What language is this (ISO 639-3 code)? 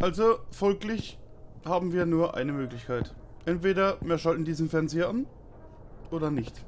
pfl